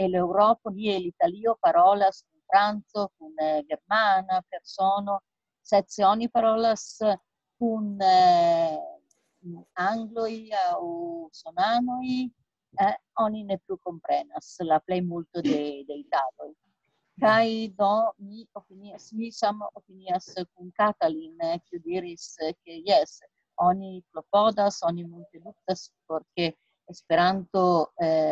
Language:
Esperanto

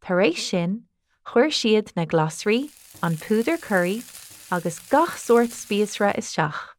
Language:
Irish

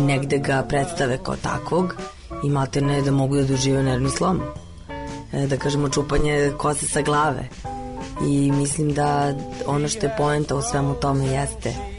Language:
Serbian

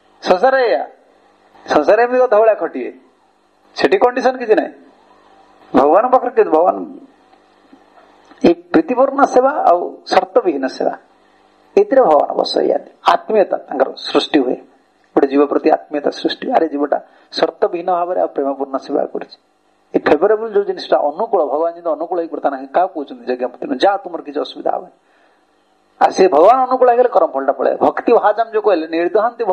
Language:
Odia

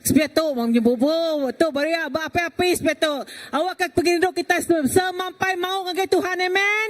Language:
Iban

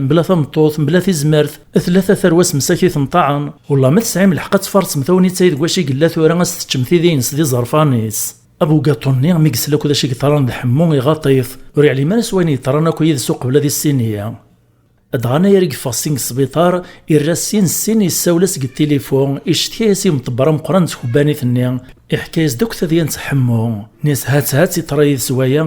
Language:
Kabyle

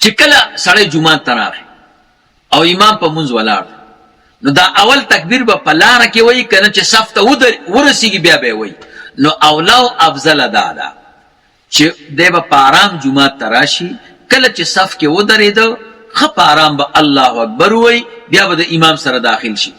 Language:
Pashto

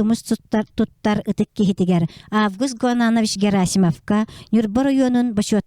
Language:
Yakut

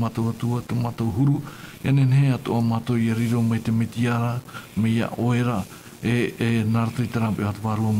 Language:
Tahitian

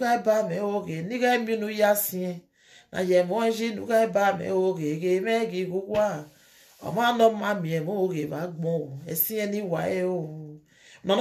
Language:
Nigerian Pidgin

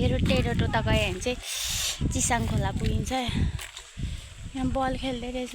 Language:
Nepali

